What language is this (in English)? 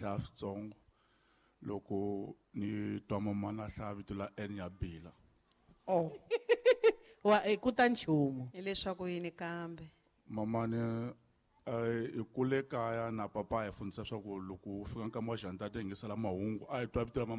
Tsonga